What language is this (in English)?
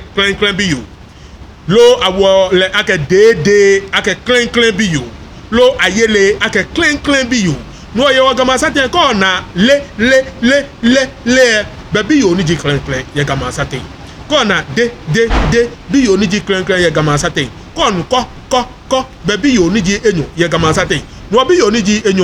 Ga